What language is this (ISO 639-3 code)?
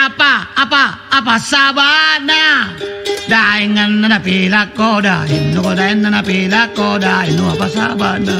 mak